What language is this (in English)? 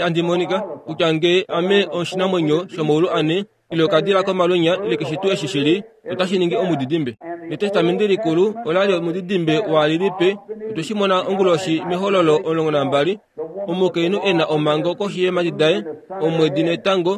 Kuanyama